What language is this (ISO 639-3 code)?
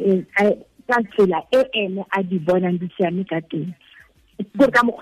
tsn